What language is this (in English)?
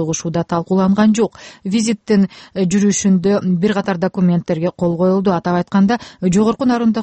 Kyrgyz